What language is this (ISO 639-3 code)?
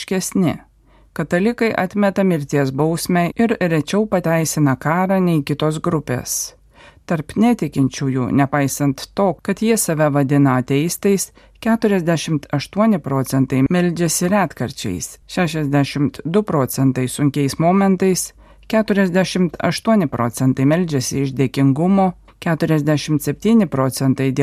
lit